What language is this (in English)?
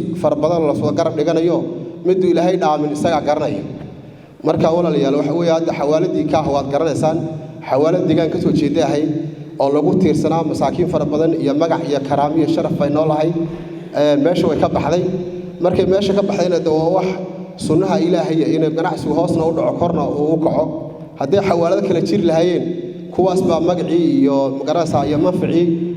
Somali